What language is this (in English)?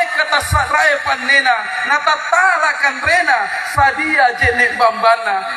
Makasar